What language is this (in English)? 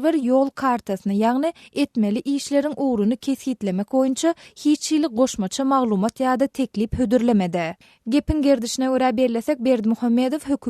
Turkmen